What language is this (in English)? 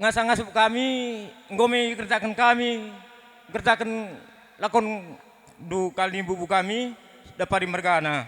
Batak Karo